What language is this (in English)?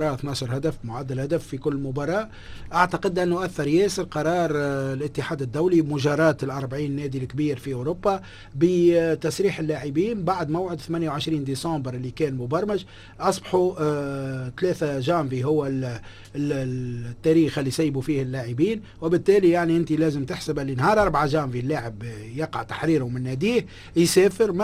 Tunisian Arabic